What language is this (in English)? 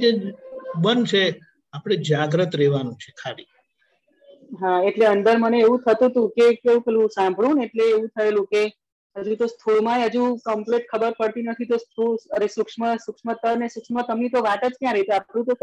Gujarati